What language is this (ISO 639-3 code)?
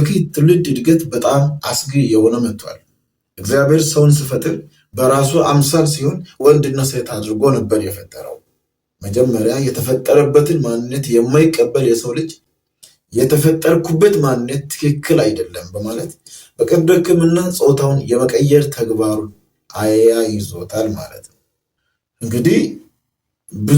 amh